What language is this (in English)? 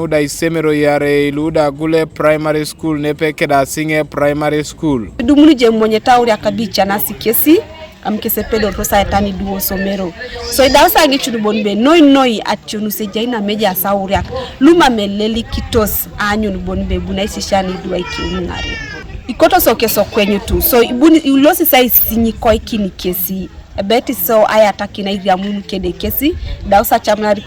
Teso